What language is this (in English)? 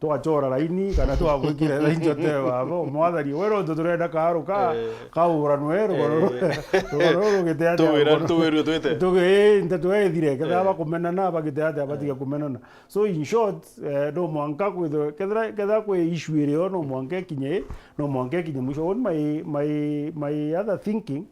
Meru